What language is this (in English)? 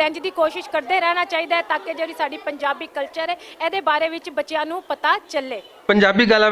Western Panjabi